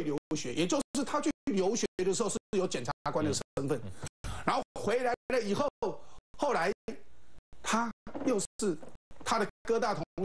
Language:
Chinese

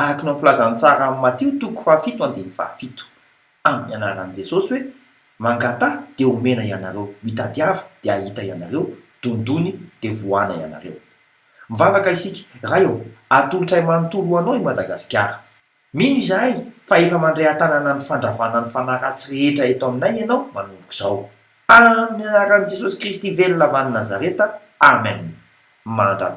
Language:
Malagasy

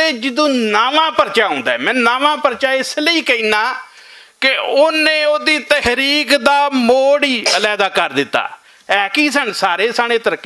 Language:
Western Panjabi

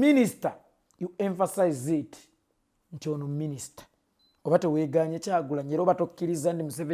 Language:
Ganda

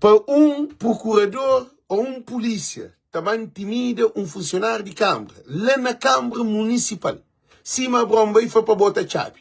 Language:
Kabuverdianu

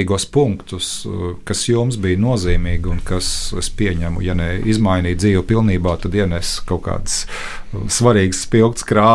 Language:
Latvian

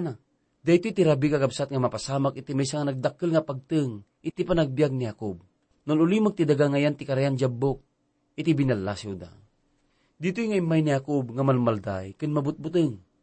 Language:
Iloko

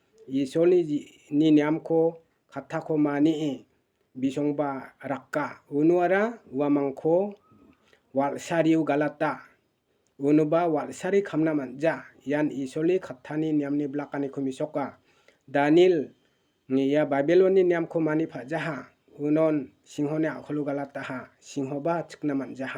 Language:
Garo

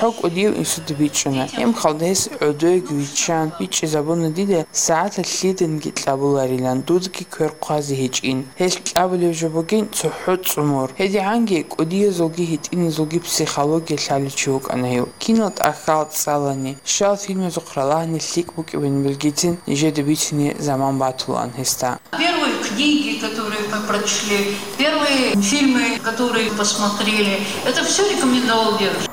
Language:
Avaric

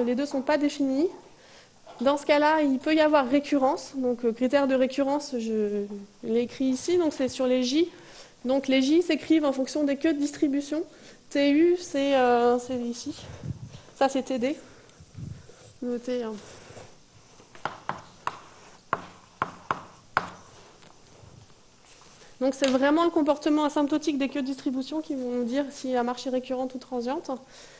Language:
French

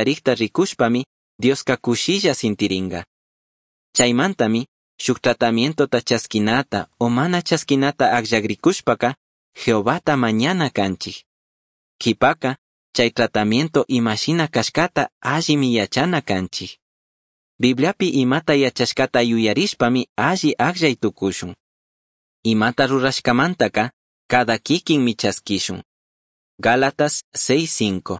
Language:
Chimborazo Highland Quichua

